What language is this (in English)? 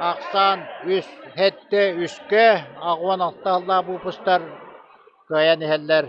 Yakut